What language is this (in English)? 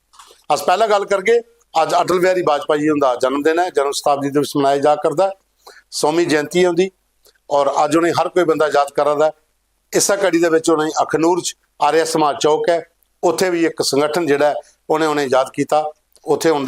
Dogri